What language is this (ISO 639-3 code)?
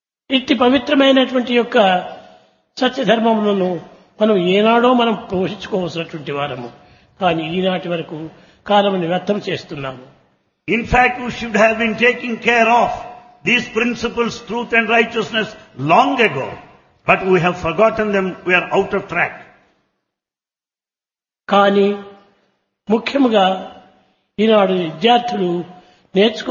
tel